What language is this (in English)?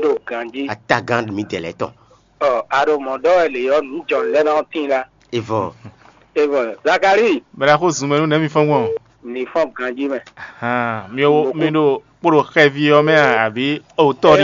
Fon